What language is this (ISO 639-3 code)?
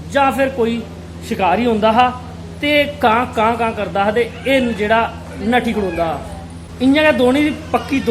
doi